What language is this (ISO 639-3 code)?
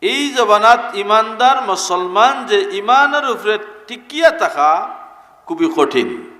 syl